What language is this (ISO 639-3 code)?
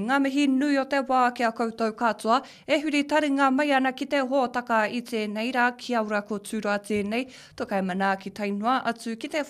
mri